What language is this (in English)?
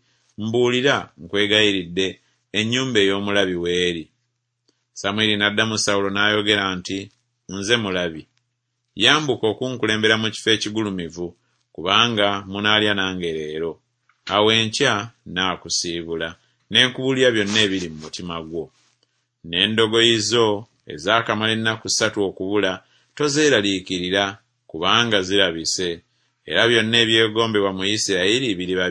Ganda